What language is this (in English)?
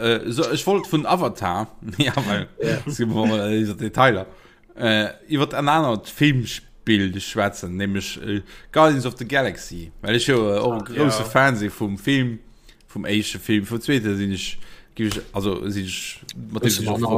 Luxembourgish